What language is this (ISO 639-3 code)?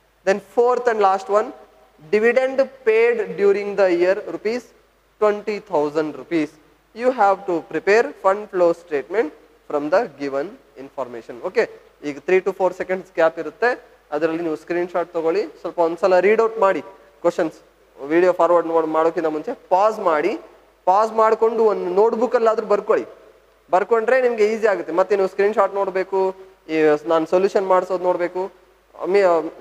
kan